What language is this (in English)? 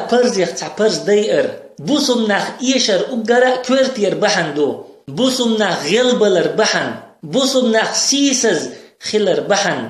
Chechen